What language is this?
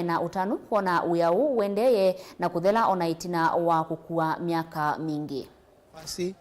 Kamba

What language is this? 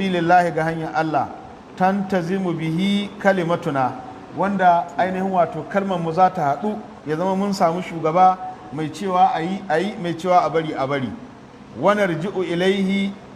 Hausa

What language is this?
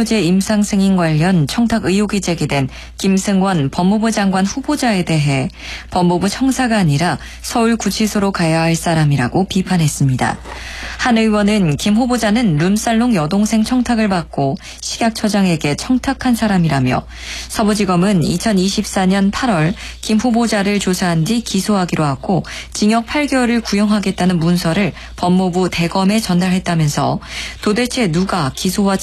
Korean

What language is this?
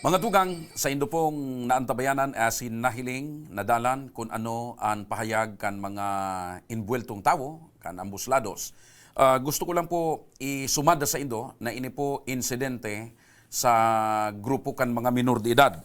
Bikol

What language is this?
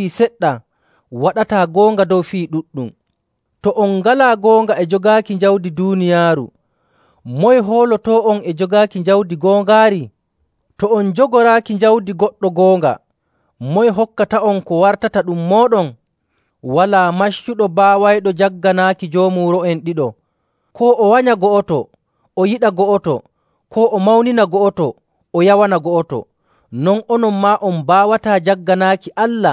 Nigerian Fulfulde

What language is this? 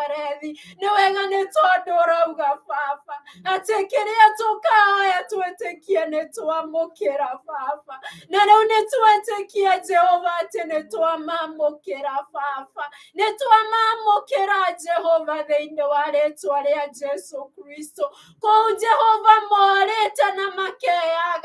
Kikuyu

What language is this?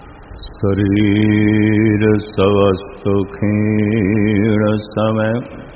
Punjabi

